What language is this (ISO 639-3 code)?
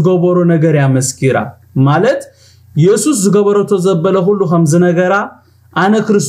tir